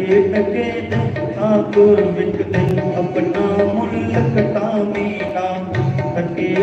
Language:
Dogri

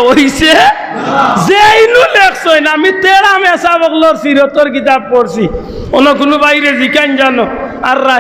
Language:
Sylheti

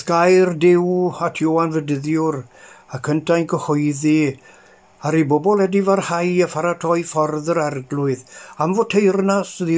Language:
Welsh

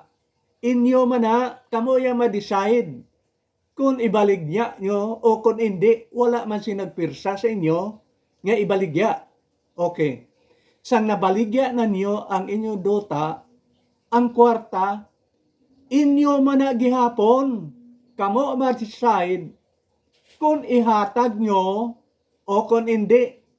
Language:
Hiligaynon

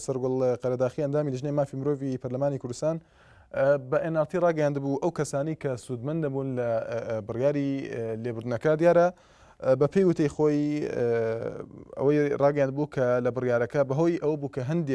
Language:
Central Kurdish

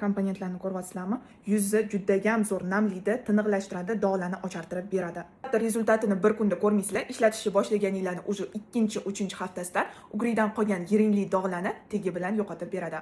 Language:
Uzbek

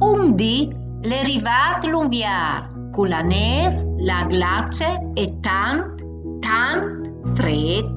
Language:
Friulian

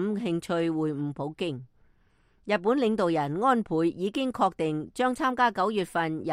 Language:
Cantonese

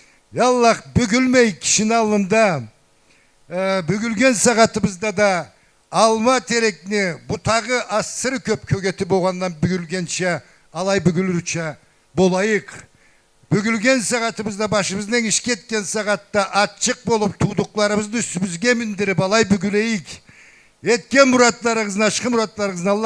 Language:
Karachay-Balkar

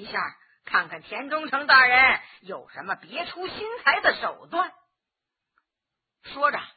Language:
Chinese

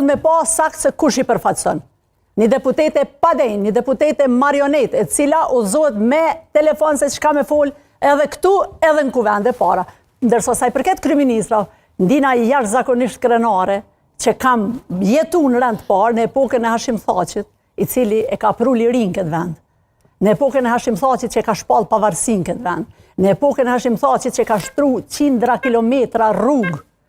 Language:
Albanian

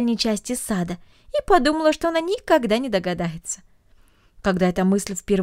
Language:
Russian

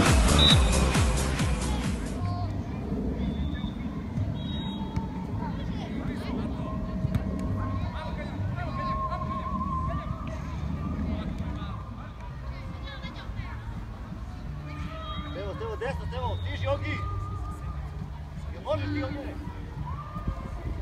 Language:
Serbian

